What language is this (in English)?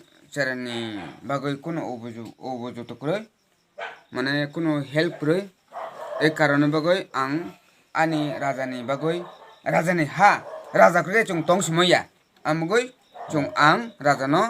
Kok Borok